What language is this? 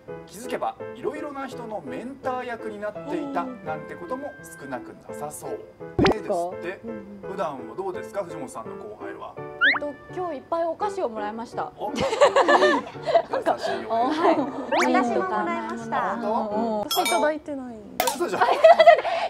Japanese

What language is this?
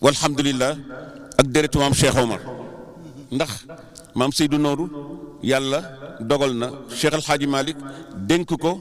Wolof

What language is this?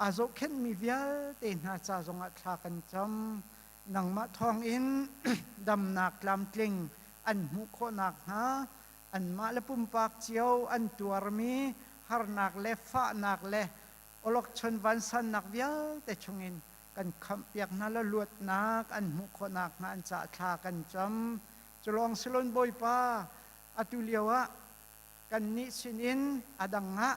Hakha Chin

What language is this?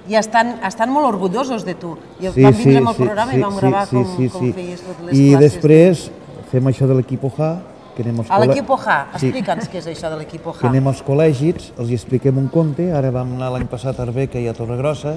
Catalan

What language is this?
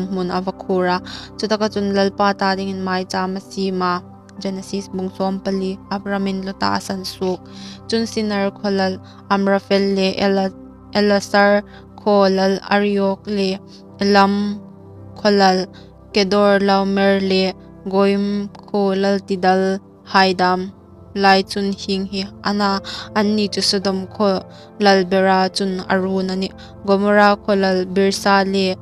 Hmar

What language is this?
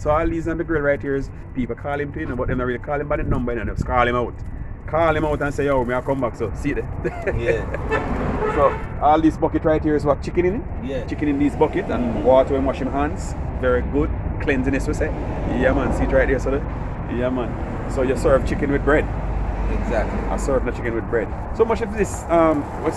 Jamaican Creole English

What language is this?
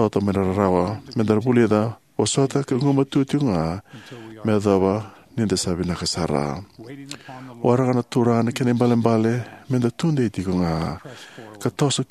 Fijian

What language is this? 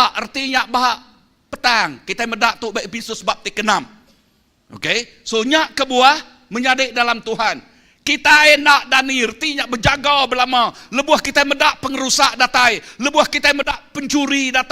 Iban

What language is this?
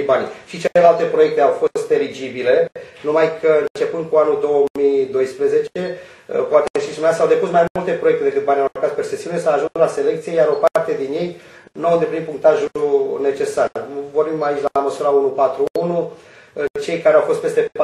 Romanian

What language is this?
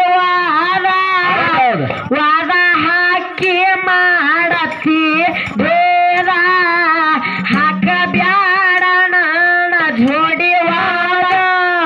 Kannada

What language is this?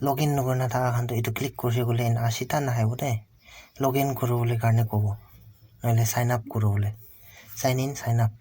Naga Pidgin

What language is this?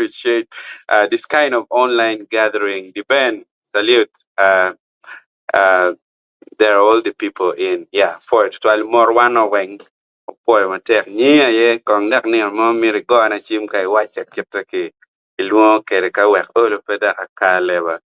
Acoli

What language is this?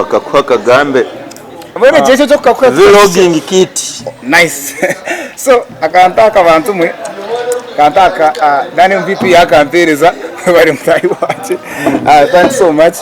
Nyankole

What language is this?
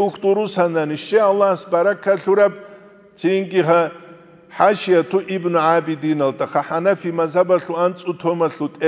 Avaric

